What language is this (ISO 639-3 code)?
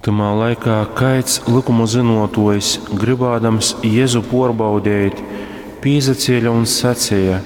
ltg